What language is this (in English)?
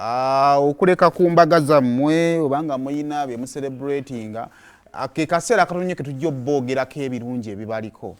Ganda